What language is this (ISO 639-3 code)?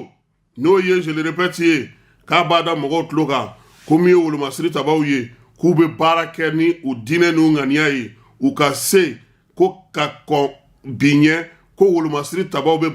bam